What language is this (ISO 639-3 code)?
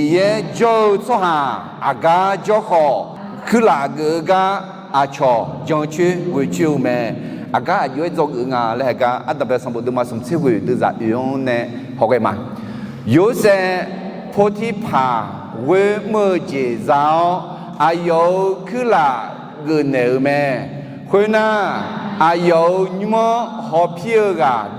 ahk